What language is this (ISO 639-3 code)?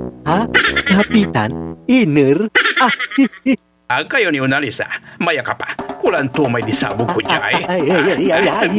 pag